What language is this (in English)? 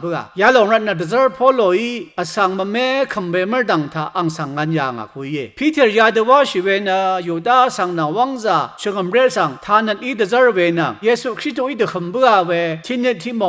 Rawang